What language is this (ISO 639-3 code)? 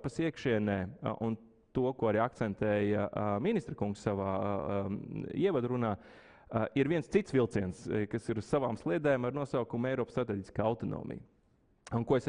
lav